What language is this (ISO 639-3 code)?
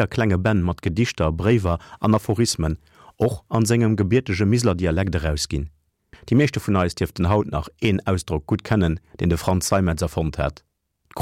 ltz